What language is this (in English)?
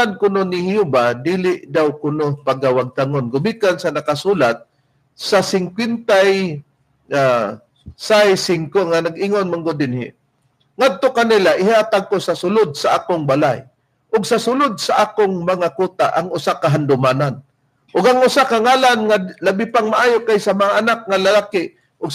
Cebuano